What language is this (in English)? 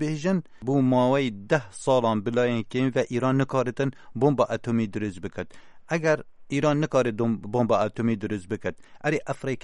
Kurdish